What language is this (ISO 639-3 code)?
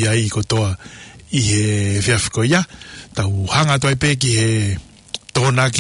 ton